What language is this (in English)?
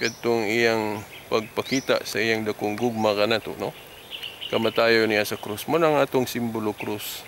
Cebuano